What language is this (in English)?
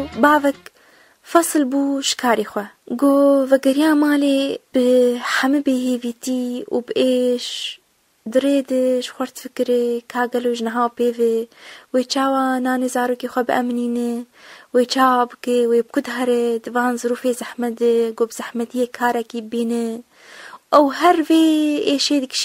Kurdish